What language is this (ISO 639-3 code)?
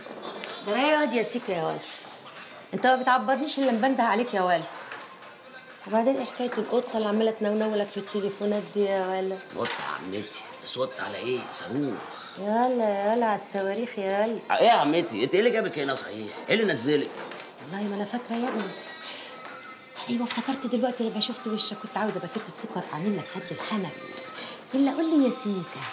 arz